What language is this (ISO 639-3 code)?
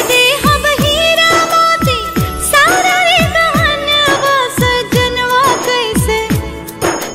bho